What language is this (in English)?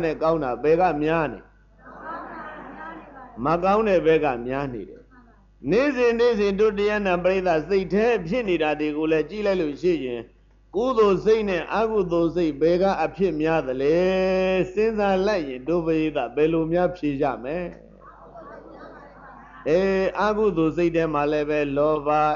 Burmese